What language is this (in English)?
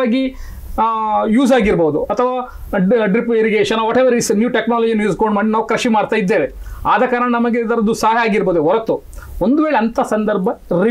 Kannada